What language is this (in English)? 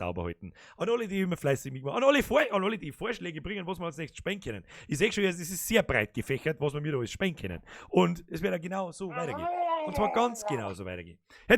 Bavarian